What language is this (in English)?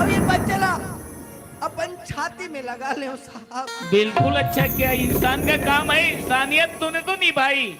Chhattisgarhi